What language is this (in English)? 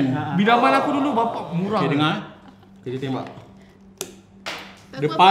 Malay